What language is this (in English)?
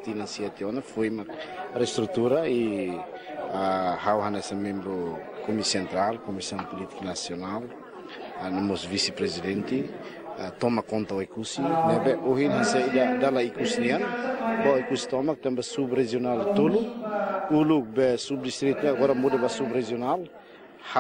Tetum